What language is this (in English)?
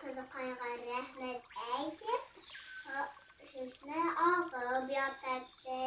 Bashkir